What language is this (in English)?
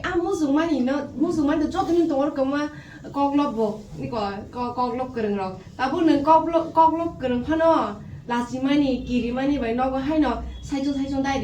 Kok Borok